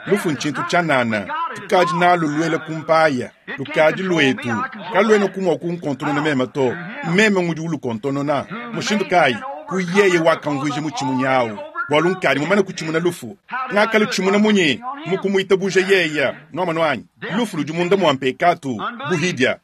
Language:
Luba-Lulua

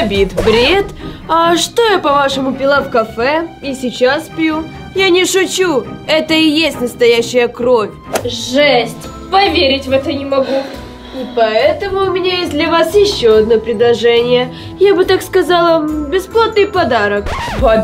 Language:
Russian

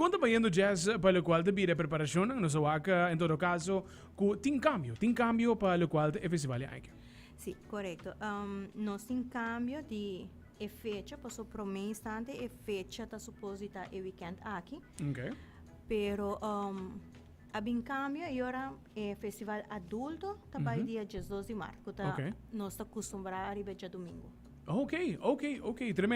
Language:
Papiamento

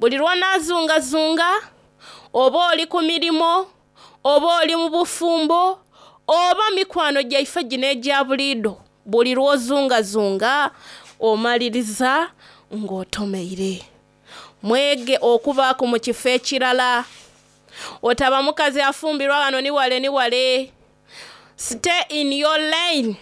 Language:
Soga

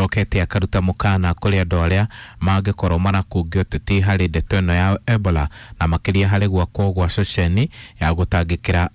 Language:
Kikuyu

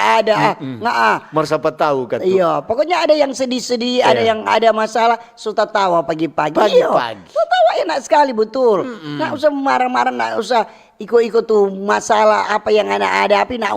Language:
Manado Malay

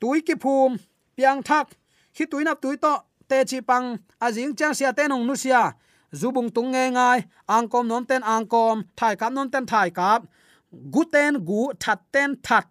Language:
Tedim Chin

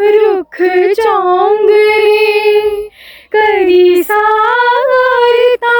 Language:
Dogri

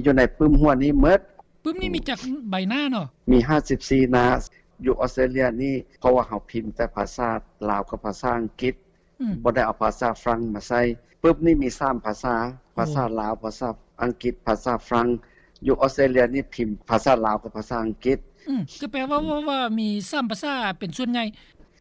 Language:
Lao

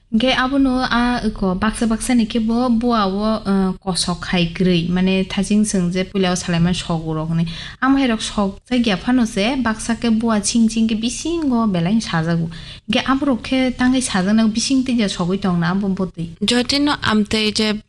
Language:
Kok Borok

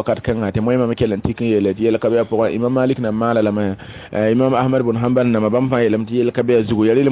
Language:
Mossi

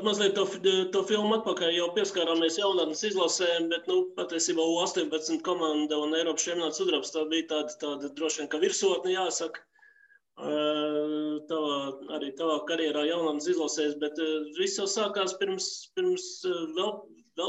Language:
Latvian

